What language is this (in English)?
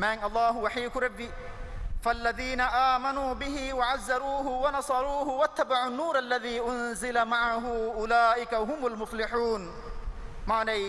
Divehi